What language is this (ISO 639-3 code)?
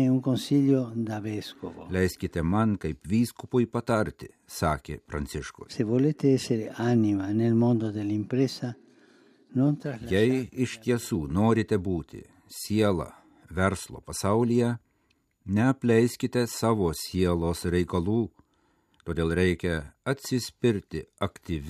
lit